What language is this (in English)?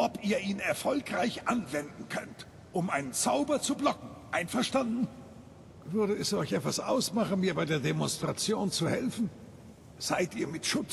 Bavarian